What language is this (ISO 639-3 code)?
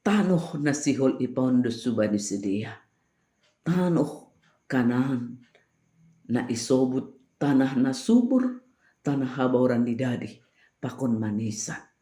bts